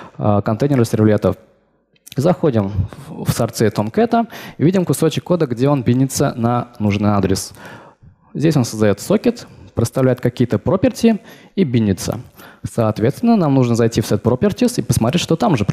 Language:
Russian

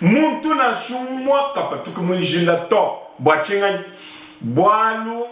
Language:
Luba-Lulua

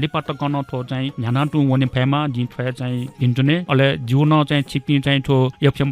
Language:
Newari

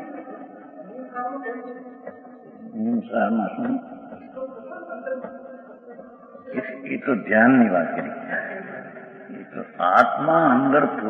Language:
Gujarati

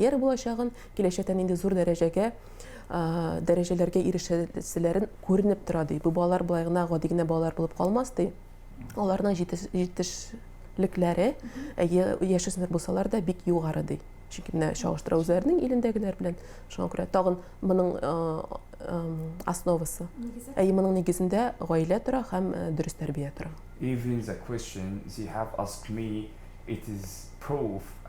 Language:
Tatar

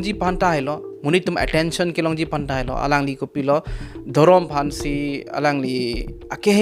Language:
Karbi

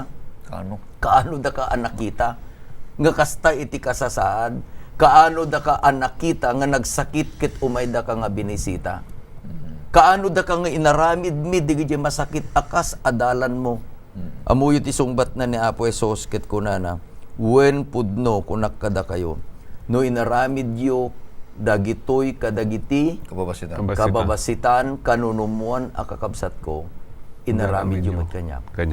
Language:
Iloko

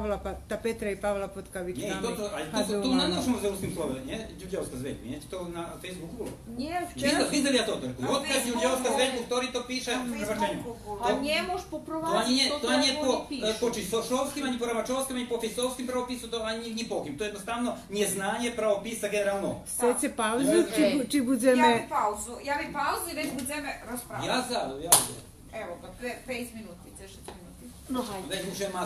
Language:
Rusyn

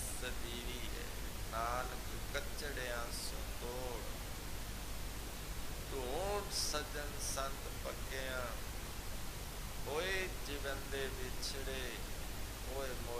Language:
Punjabi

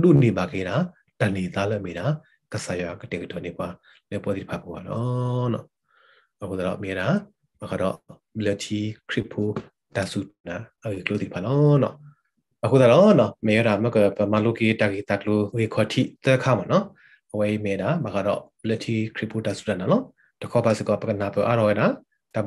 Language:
Burmese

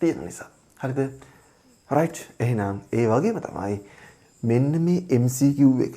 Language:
Sinhala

